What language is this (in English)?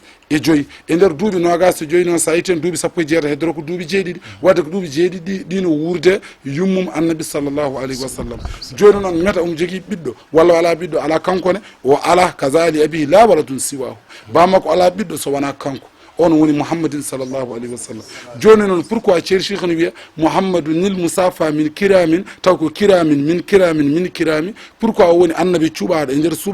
Fula